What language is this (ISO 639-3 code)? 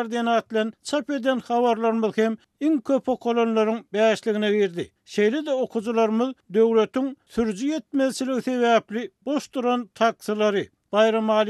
tuk